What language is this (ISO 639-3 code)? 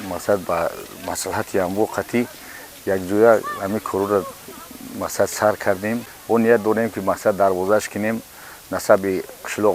tgk